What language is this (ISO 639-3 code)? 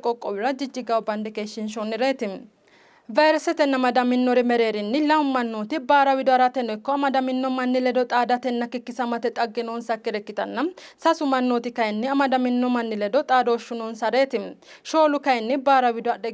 sid